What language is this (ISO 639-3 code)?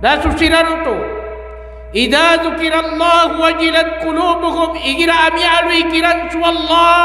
mrw